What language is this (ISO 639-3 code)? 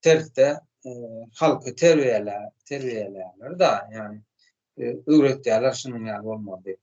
tuk